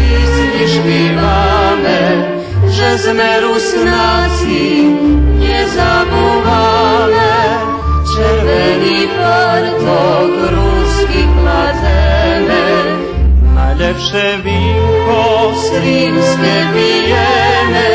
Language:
Rusyn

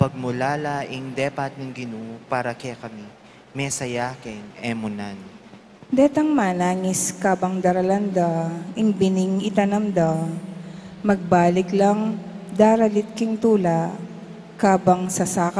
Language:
Pampanga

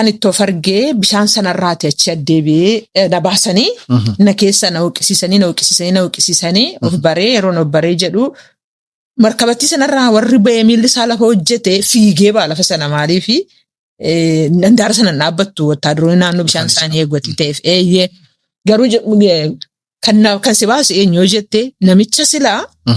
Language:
Oromo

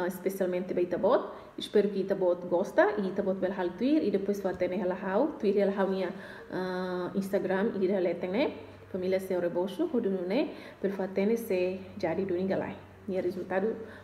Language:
Tetum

